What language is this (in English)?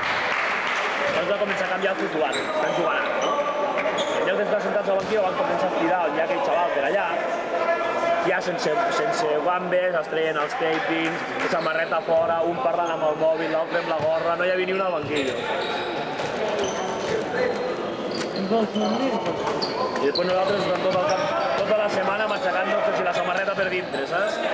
Catalan